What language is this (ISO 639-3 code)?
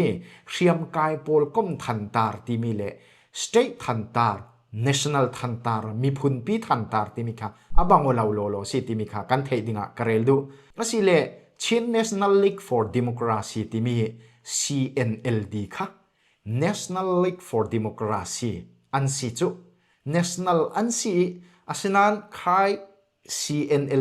cfm